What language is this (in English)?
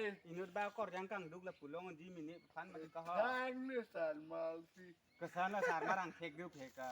Karbi